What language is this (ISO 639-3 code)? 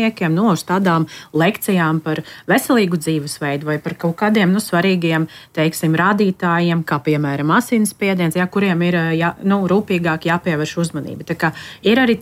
lav